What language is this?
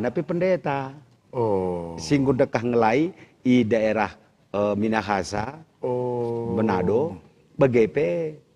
Batak Karo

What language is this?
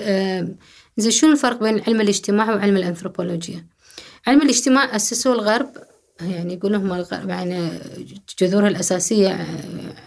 Gulf Arabic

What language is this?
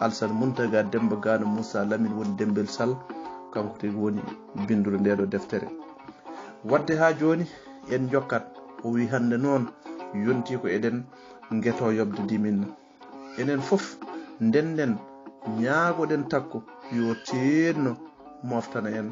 Fula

